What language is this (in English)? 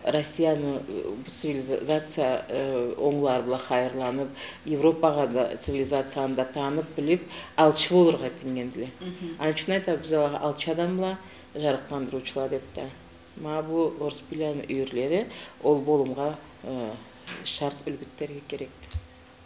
Karachay-Balkar